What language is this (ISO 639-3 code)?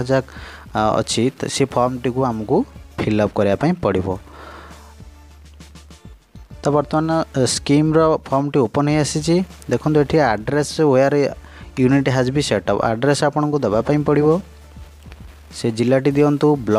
ori